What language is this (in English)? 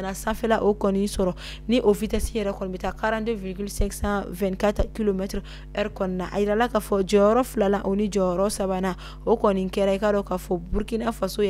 Bambara